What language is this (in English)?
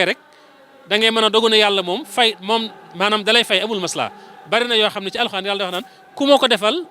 Wolof